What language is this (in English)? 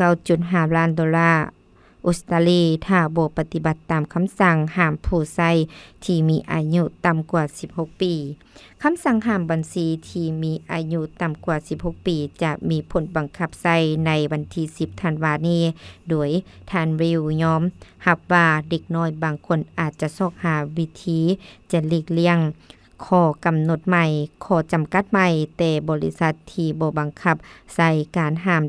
Lao